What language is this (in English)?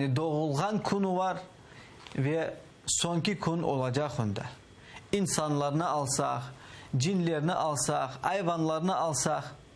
Crimean Tatar